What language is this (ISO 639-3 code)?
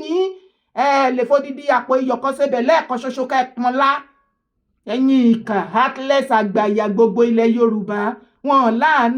yor